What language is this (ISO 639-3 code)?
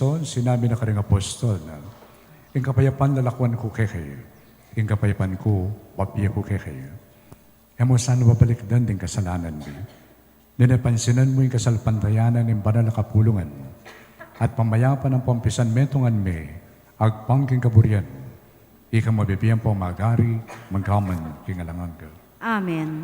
pam